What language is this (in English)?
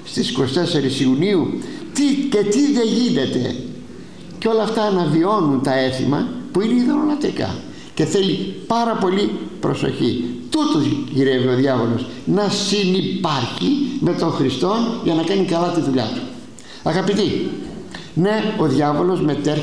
Greek